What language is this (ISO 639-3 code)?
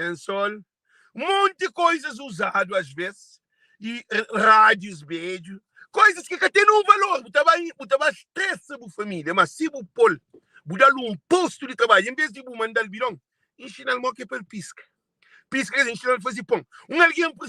kea